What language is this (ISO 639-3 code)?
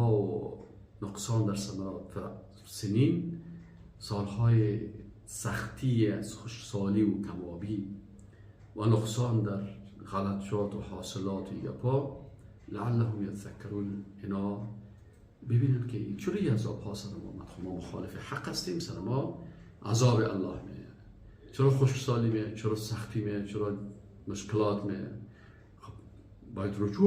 fas